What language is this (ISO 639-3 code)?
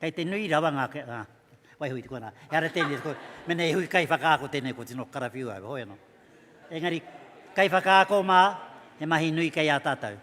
mri